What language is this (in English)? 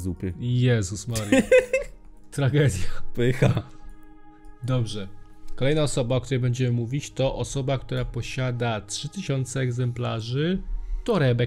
Polish